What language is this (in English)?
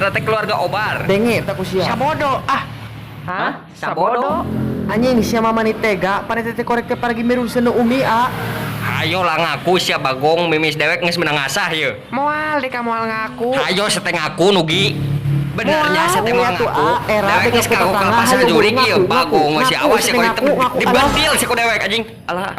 Sundanese